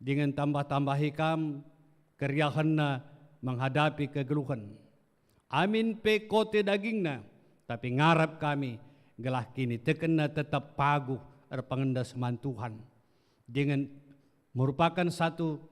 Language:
Batak Karo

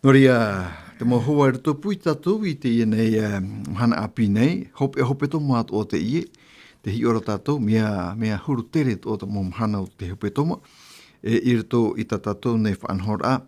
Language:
Tahitian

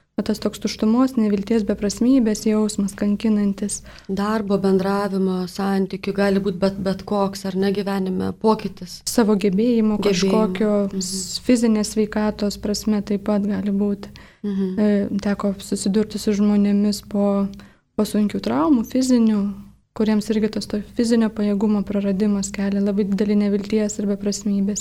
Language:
Lithuanian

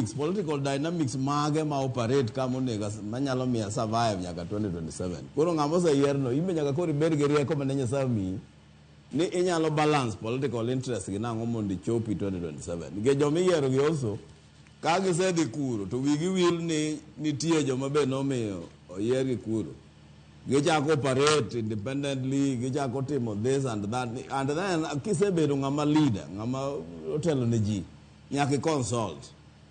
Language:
Luo (Kenya and Tanzania)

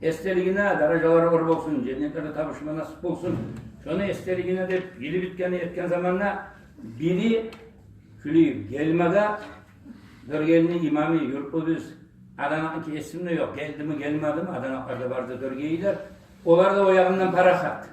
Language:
Kumyk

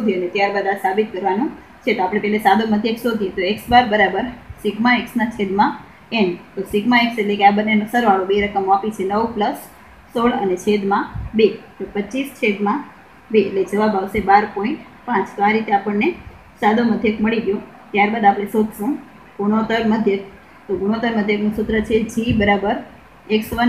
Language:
Gujarati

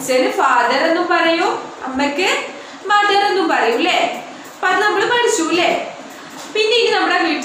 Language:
Malayalam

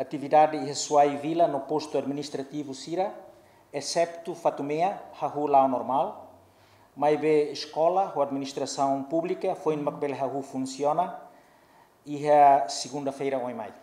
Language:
Tetum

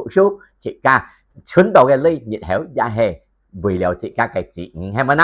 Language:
Hakka Chinese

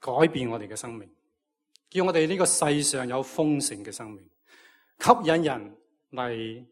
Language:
Cantonese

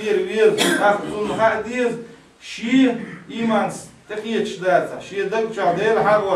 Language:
Chechen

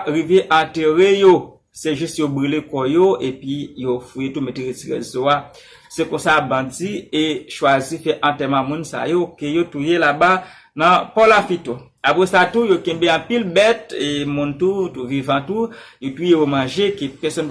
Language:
Haitian Creole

